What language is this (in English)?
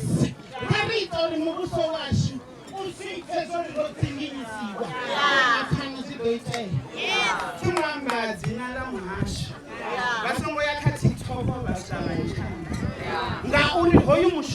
Venda